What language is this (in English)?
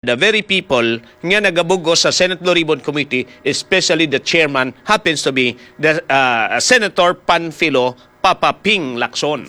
Hiligaynon